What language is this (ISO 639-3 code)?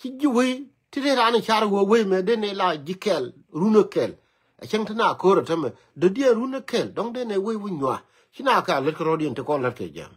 nus